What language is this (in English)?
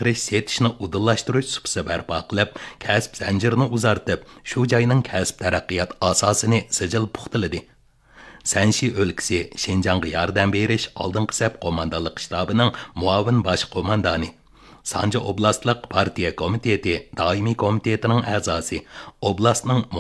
Uyghur